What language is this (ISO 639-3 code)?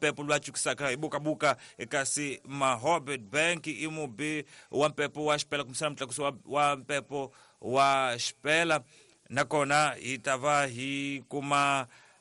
tso